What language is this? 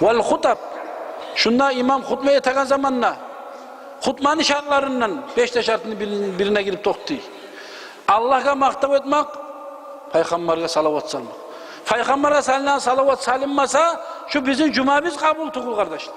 Kumyk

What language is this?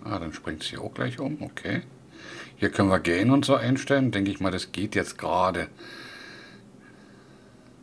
German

